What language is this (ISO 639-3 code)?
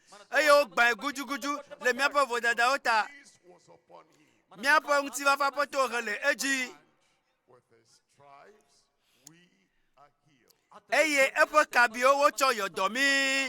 ewe